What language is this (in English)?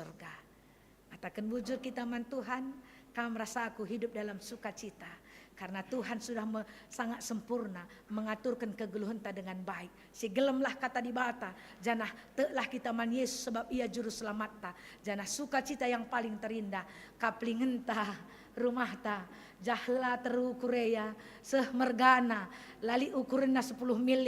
Batak Karo